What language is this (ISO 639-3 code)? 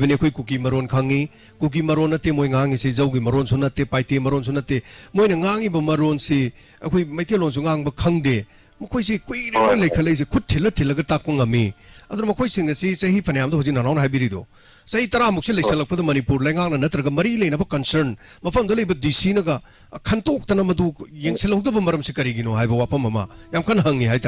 mni